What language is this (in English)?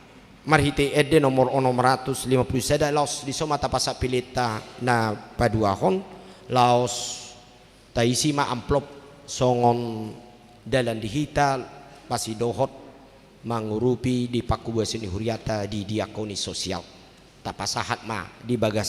Batak Toba